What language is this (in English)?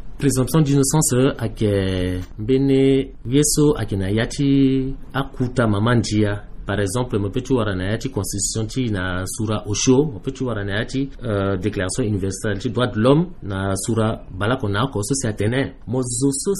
Sango